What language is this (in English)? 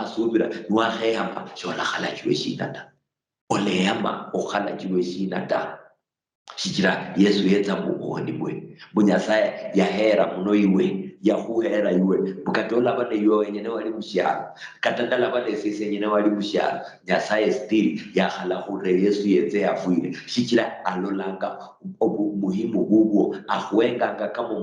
Luyia